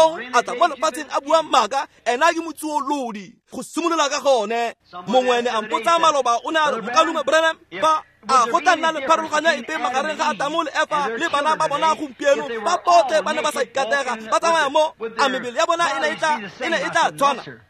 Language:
Tswana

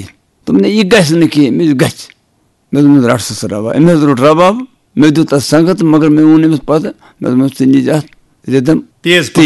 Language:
Kashmiri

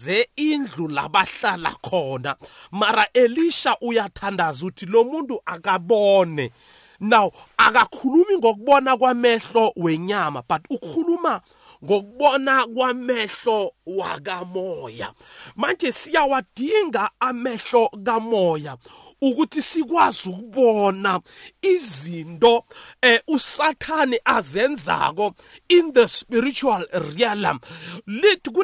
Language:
South Ndebele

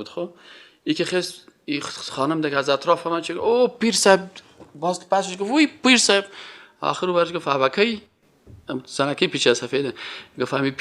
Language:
Persian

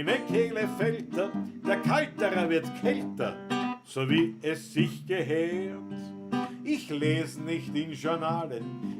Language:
Bavarian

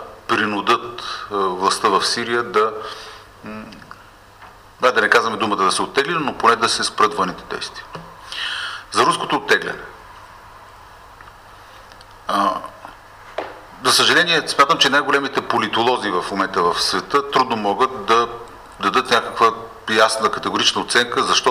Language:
Bulgarian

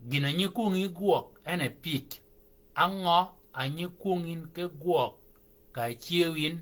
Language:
Shilluk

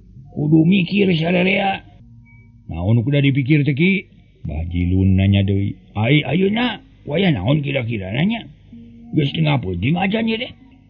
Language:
Sundanese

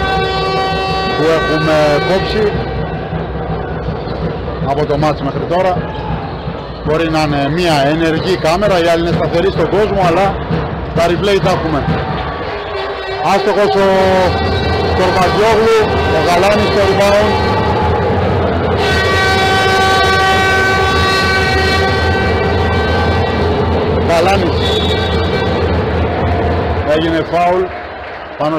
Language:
Greek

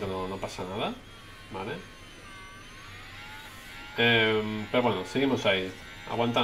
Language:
Spanish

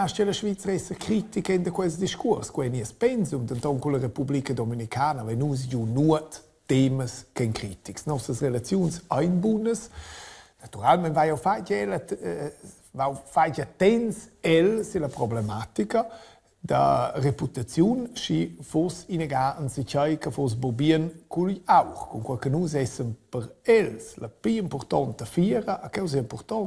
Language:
Romansh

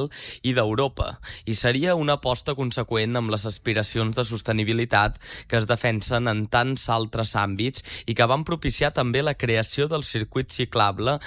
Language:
Catalan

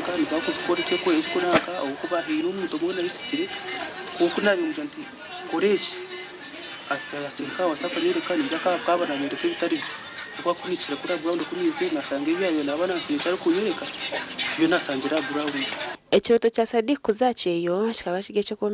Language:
Nyankole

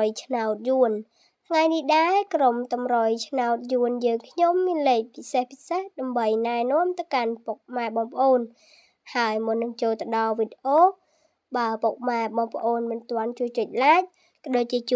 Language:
Khmer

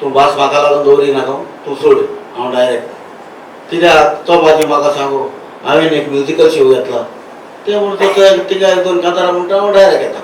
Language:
Konkani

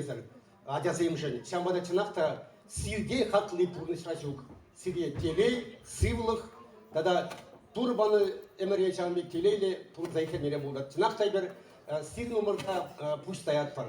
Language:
Chuvash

